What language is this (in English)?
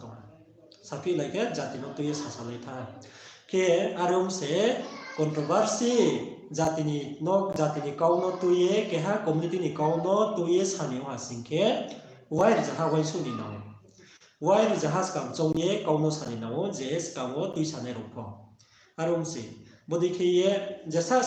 Riang (India)